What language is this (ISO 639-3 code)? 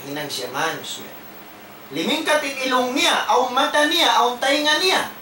tsg